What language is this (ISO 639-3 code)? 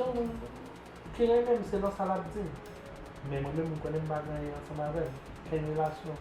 hat